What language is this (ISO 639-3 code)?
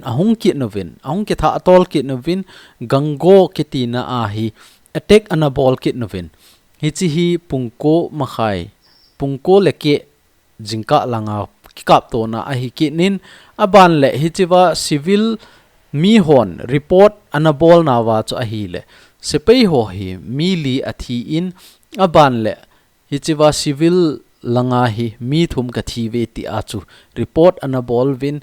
tcz